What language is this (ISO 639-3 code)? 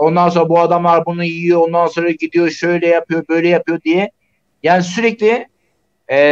tur